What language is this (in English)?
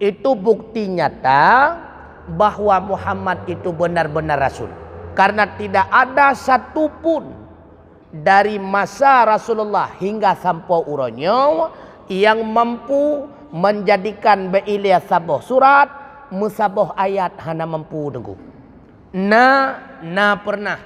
Achinese